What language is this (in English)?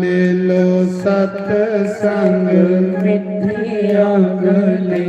Dogri